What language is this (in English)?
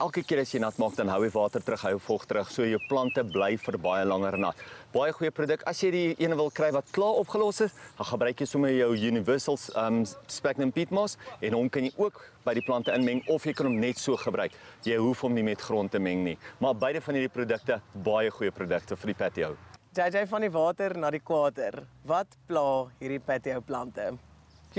Afrikaans